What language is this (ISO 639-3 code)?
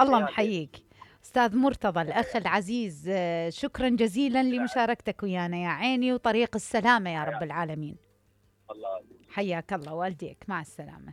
acm